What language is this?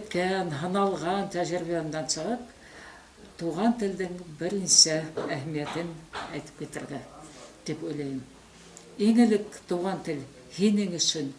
Bashkir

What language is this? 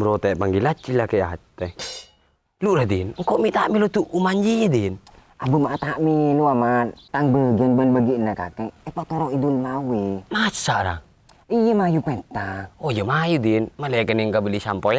Madurese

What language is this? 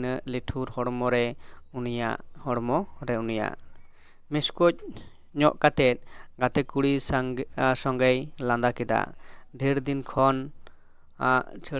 Santali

